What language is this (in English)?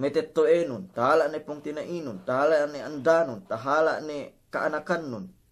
Yakan